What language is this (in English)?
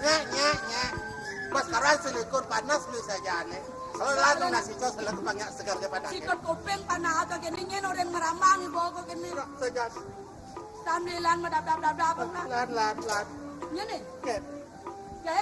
Balinese